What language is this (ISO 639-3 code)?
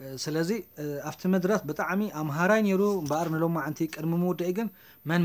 tir